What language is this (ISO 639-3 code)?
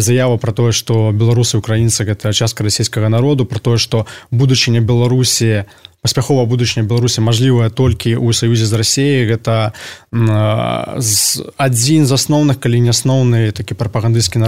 bel